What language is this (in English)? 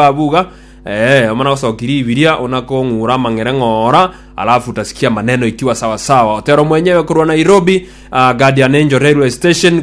Gusii